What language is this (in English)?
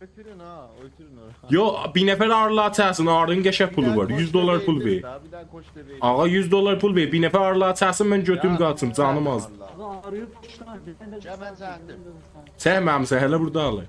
South Azerbaijani